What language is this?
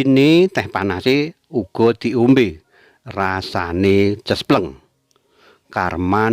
Javanese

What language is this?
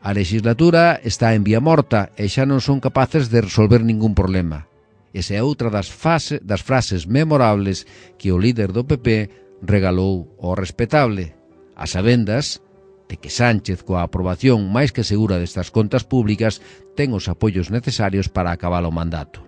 Galician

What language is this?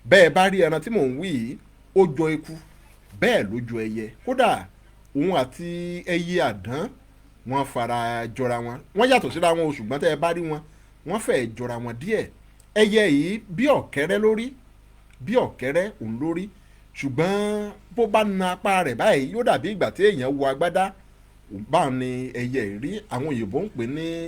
Yoruba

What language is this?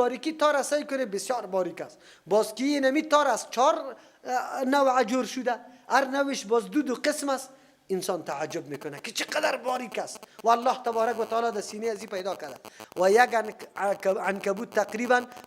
Persian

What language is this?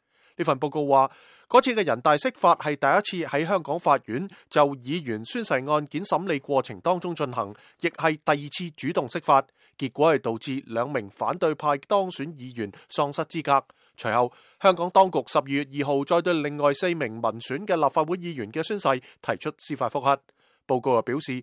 Cantonese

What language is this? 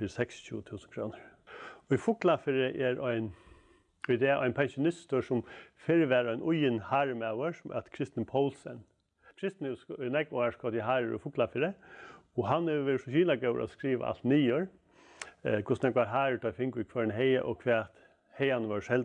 Faroese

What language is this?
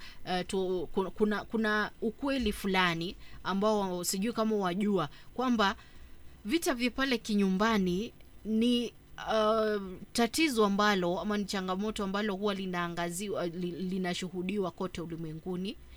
Swahili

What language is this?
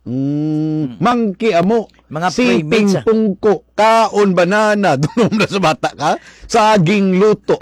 Hiligaynon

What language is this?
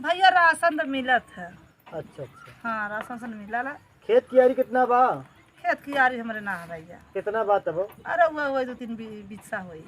Awadhi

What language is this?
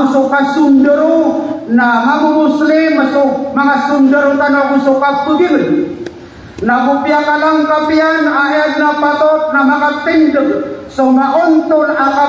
Maranao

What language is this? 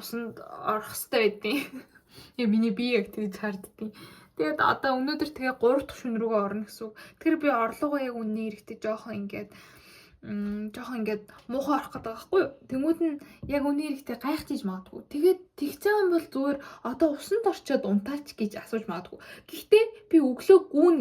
Mongolian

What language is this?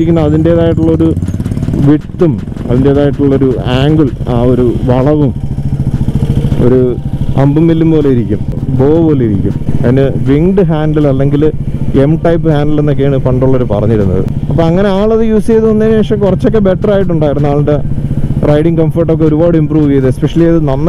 Malayalam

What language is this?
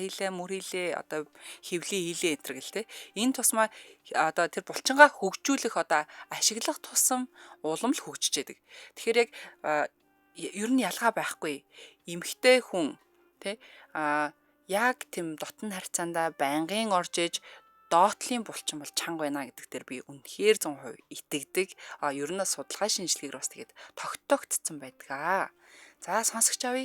Mongolian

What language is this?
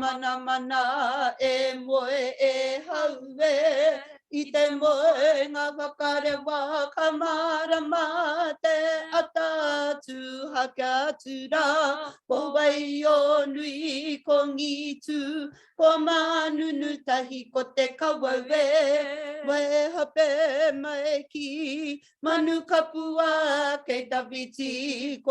Māori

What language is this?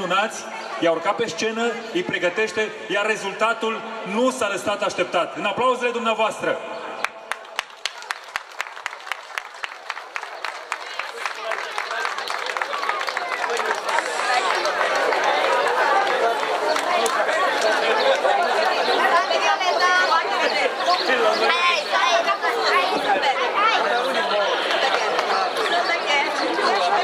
Romanian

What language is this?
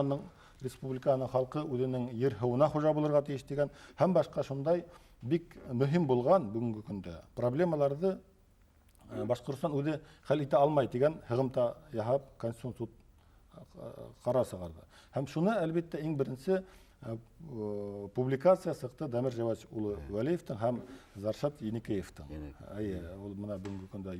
Bashkir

